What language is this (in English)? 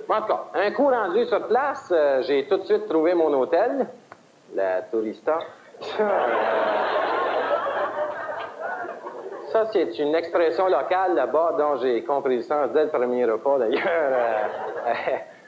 French